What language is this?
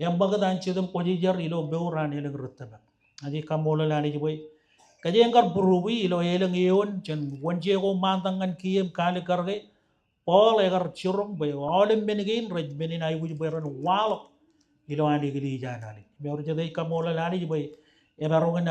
Marshallese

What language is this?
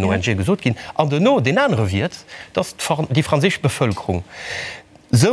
Luxembourgish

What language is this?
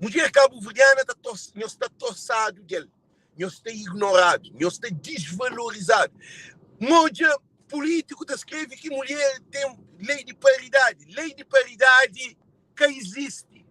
Kabuverdianu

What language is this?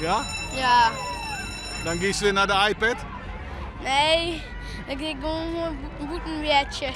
Western Frisian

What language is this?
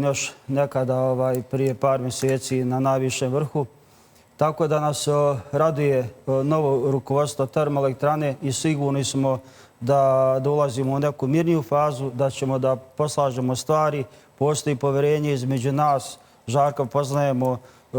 Bosnian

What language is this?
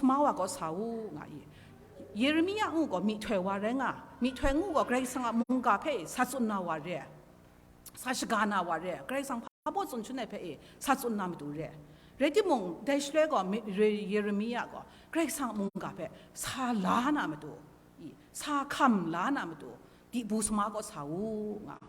Kachin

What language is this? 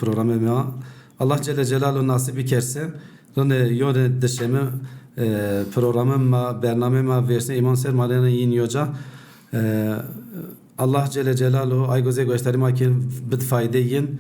Zaza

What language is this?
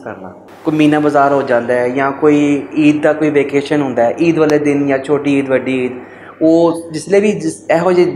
Western Panjabi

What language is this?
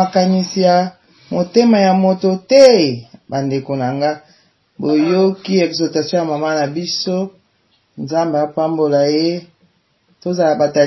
Lingala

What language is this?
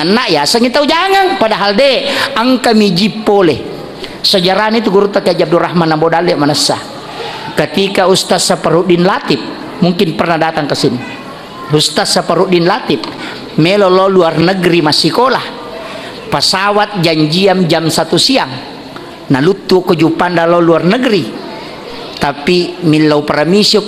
Buginese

